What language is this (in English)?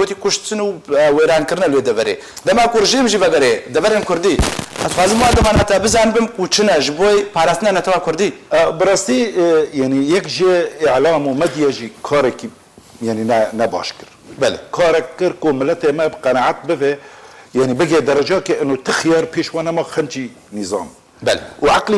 Kurdish